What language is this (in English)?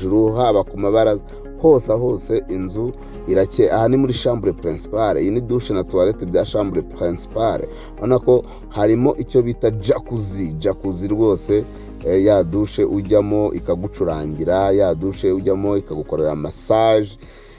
Kinyarwanda